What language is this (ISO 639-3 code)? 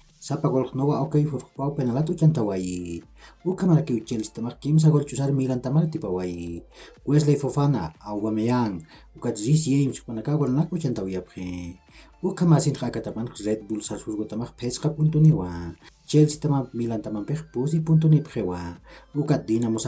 aym